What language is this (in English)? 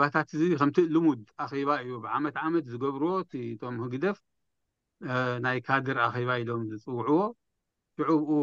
Tigrinya